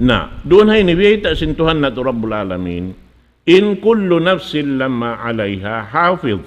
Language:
Tausug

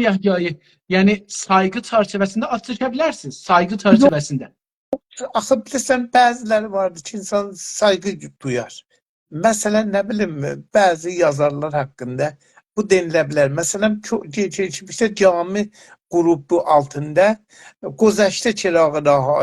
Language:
South Azerbaijani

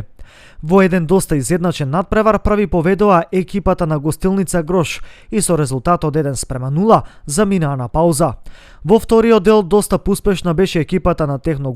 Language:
Macedonian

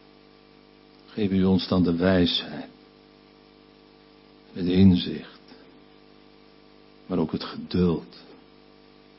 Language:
Dutch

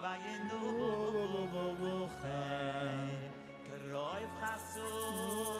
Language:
Yiddish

